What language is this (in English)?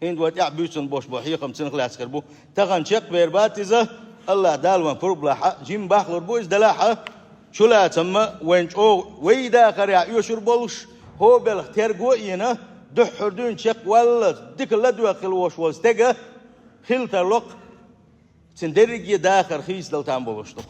Chechen